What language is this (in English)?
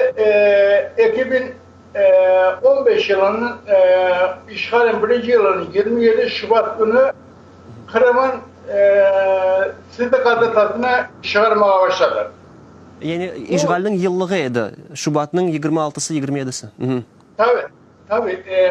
Crimean Tatar